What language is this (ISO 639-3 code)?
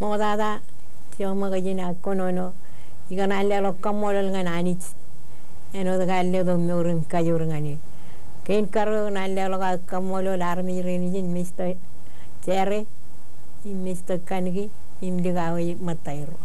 mah